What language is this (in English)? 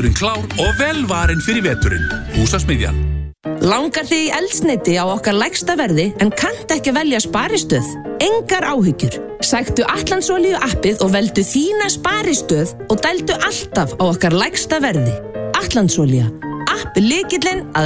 Icelandic